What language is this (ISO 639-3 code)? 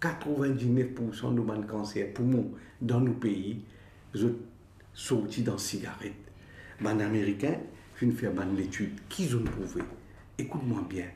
mfe